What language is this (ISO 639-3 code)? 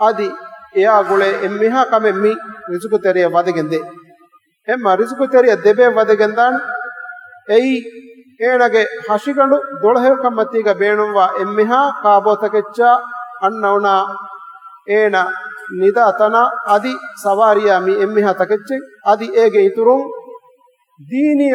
div